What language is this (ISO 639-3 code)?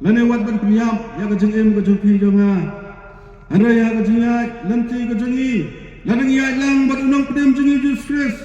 kha